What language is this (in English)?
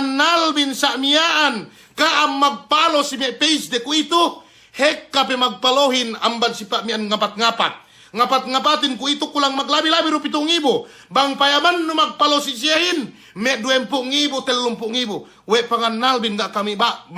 Yakan